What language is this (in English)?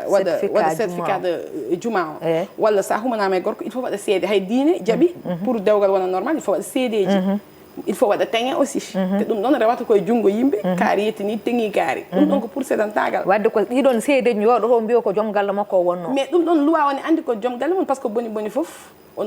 Fula